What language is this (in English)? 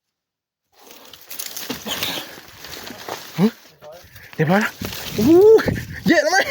Northeastern Thai